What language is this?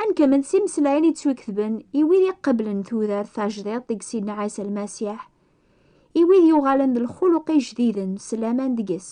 Kabyle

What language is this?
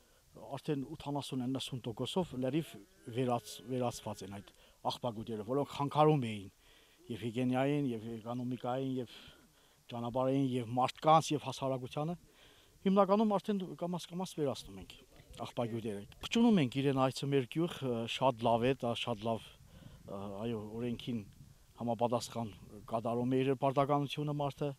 Armenian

